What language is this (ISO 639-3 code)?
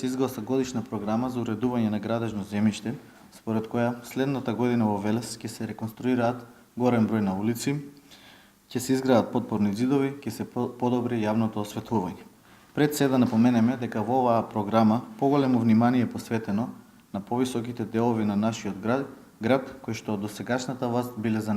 mkd